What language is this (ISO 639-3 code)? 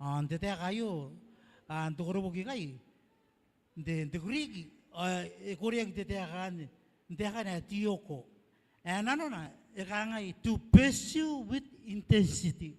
gil